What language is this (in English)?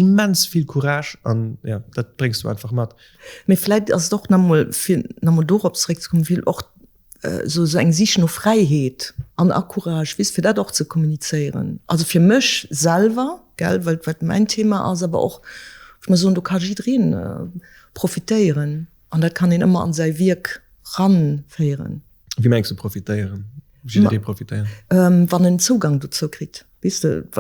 Luxembourgish